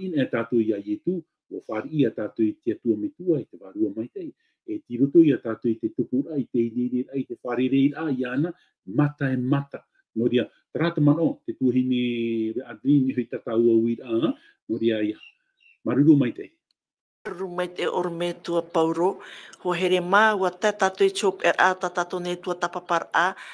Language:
Tahitian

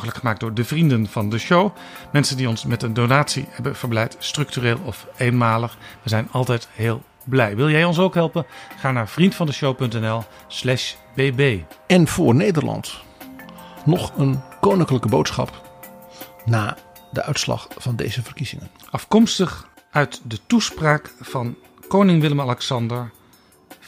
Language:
Dutch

